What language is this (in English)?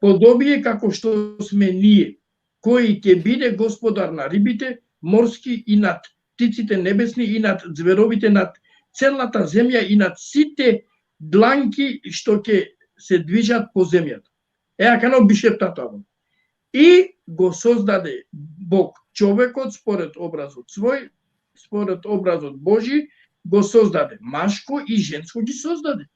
Balkan Romani